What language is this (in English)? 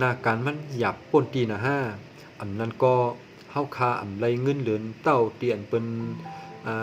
Shan